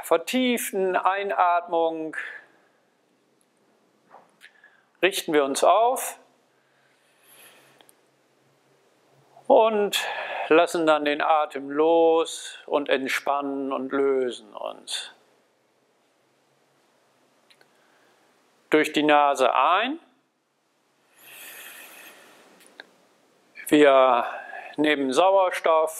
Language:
German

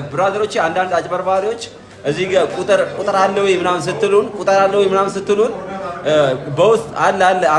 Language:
Amharic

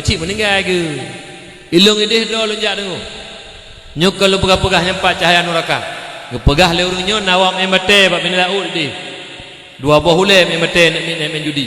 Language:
Achinese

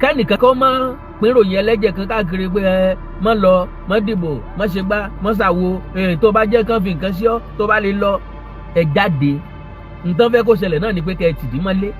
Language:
Yoruba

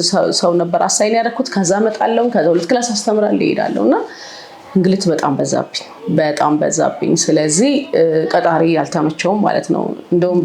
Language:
Amharic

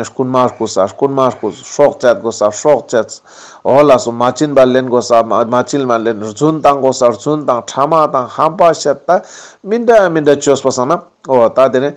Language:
Ladakhi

